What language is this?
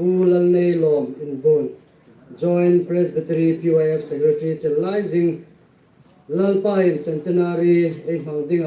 Hmar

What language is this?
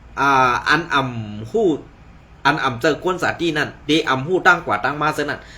Shan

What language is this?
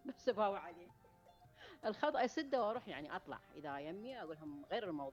Mesopotamian Arabic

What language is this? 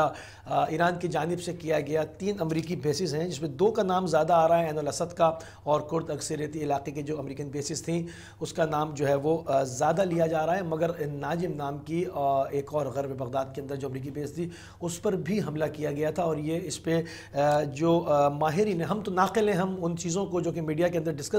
Urdu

